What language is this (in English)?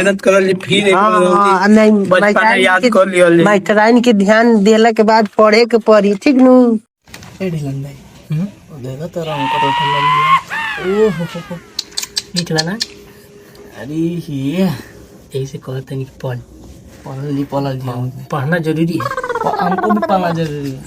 Bhojpuri